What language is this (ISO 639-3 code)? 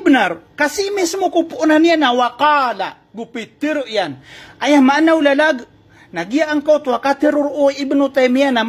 mrw